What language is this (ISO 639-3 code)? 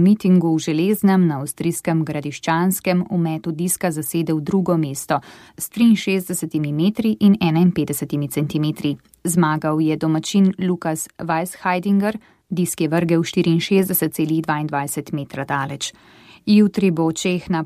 slv